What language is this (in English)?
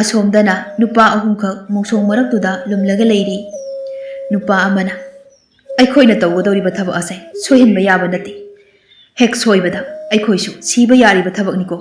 Manipuri